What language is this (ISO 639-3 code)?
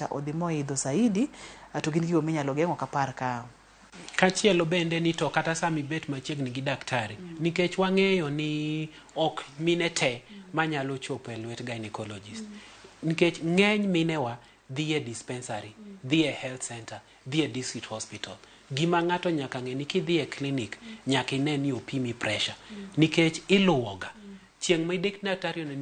luo